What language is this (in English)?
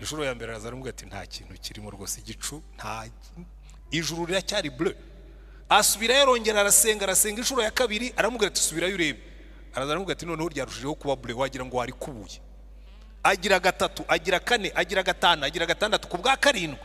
Kinyarwanda